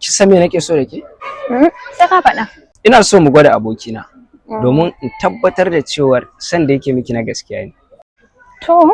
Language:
Hausa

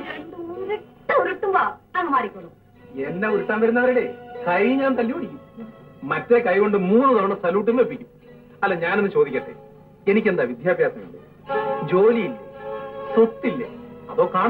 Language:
Malayalam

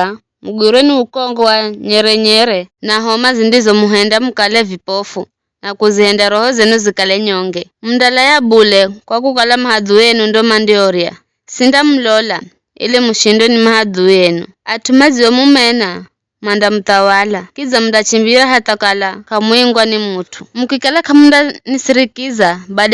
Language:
Giryama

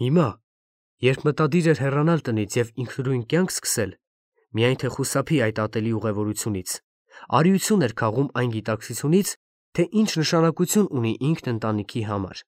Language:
Armenian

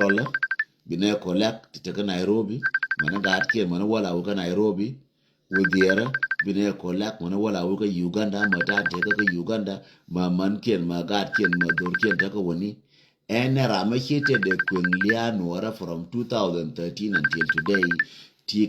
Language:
Nuer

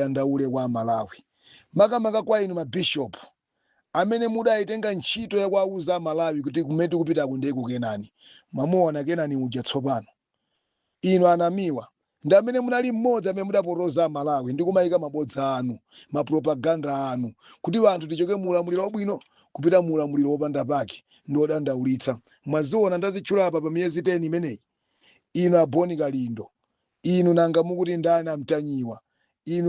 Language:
Nyanja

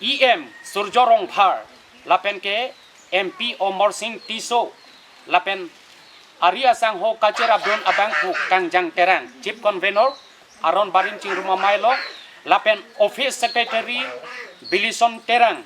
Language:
Karbi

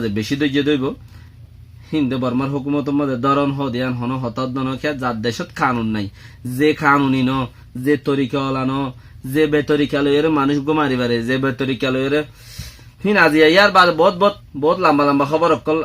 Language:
Rohingya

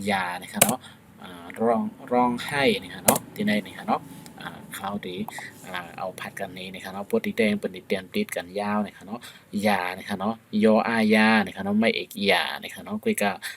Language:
Shan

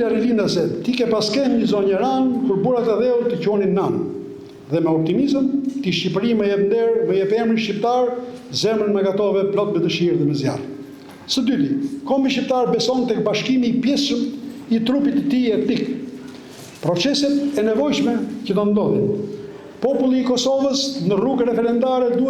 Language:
Albanian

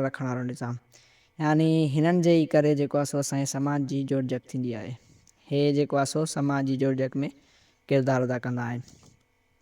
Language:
Sindhi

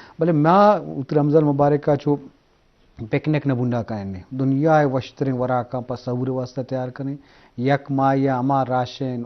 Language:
Eastern Balochi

